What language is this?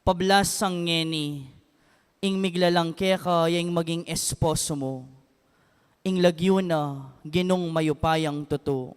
Pampanga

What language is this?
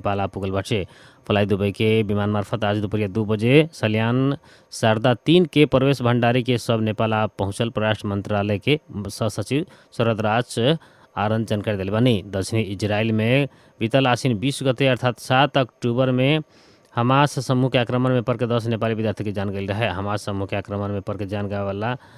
Bhojpuri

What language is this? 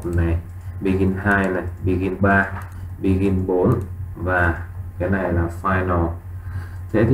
Vietnamese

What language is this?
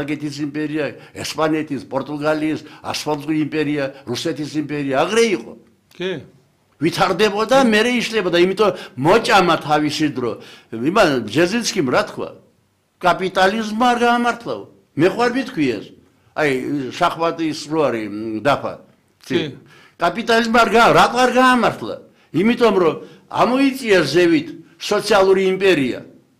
Georgian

